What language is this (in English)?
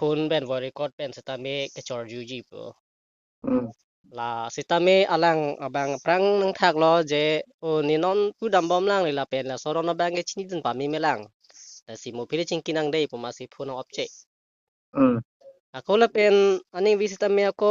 Karbi